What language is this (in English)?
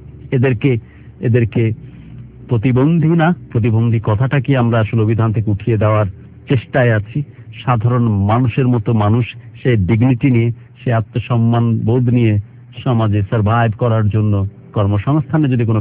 Bangla